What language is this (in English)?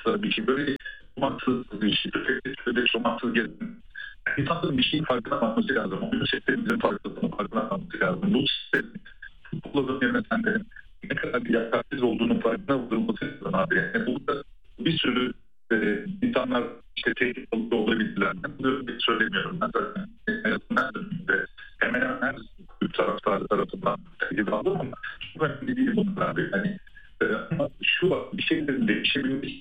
Turkish